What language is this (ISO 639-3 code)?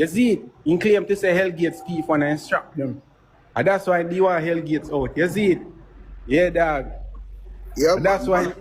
jam